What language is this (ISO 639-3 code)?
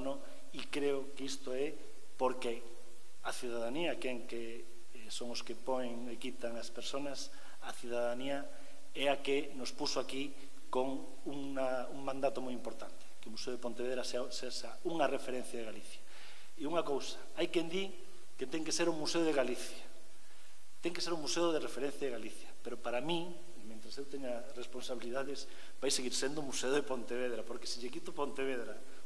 glg